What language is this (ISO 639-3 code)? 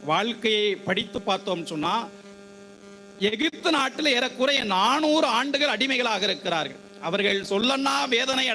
tam